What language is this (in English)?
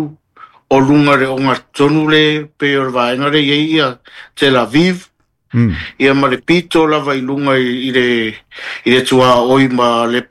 Samoan